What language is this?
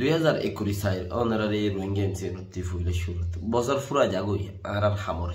Rohingya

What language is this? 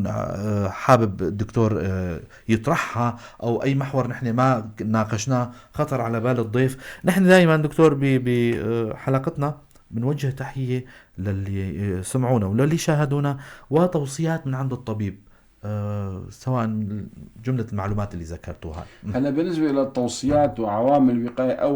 North Levantine Arabic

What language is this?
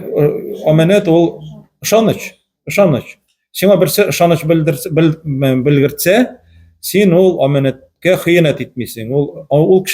Tatar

